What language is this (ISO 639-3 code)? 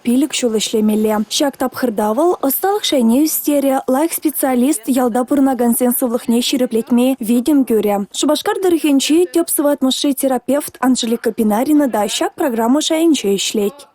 chv